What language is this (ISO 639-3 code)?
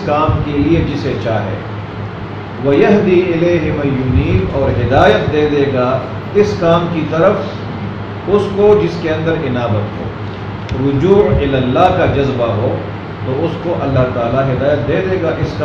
urd